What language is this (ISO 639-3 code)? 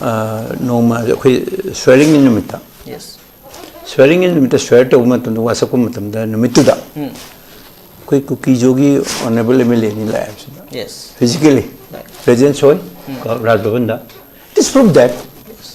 mni